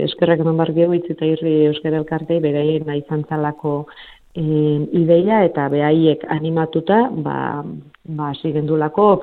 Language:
Basque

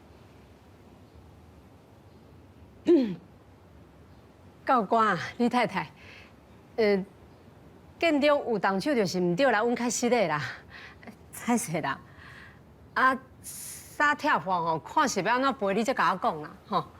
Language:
Min Nan Chinese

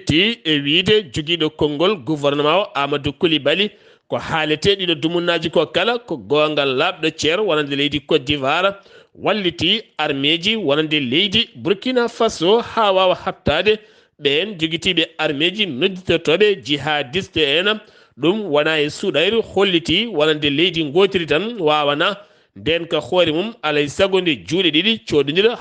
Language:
Fula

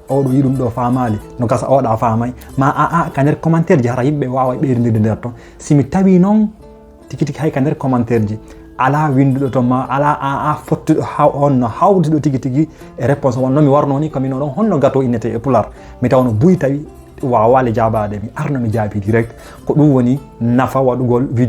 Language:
Fula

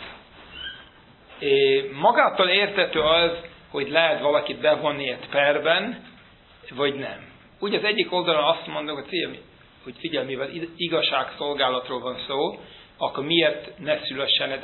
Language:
Hungarian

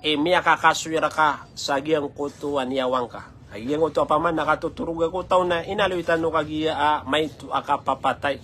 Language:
Maranao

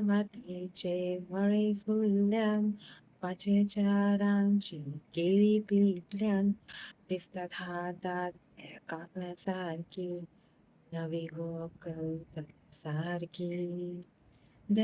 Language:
Konkani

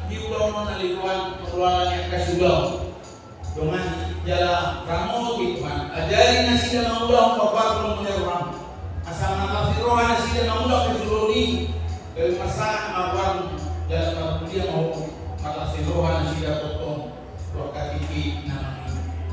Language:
Batak Toba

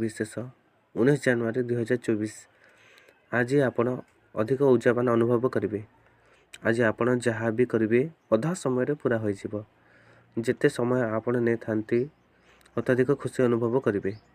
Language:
Odia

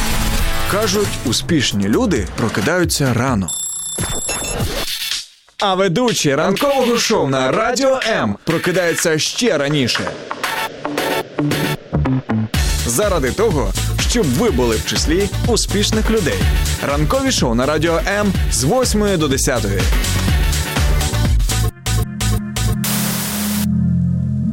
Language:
Ukrainian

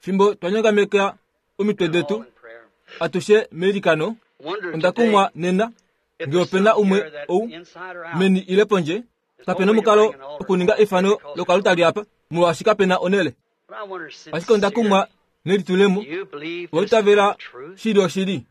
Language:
Kuanyama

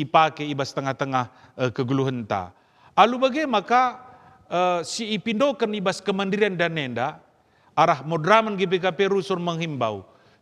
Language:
Batak Karo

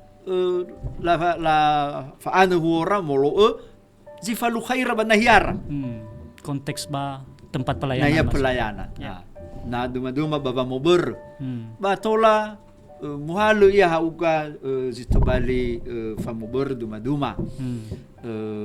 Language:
Nias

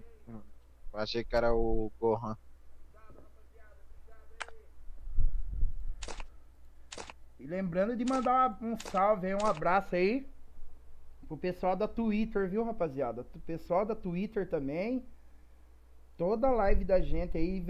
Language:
Portuguese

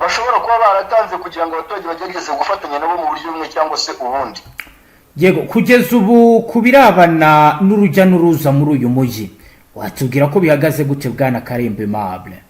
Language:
Kinyarwanda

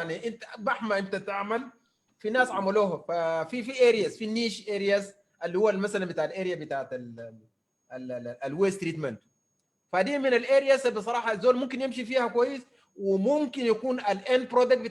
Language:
Sudanese Arabic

